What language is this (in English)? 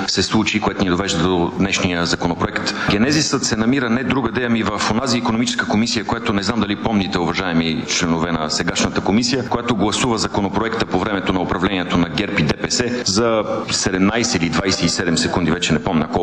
Bulgarian